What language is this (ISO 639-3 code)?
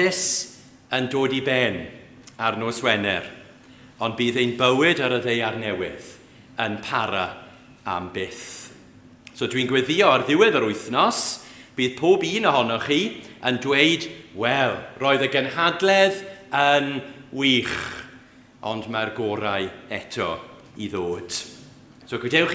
cym